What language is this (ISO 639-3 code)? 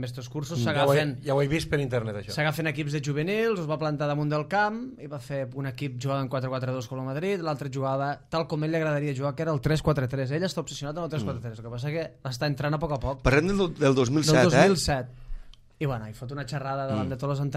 cat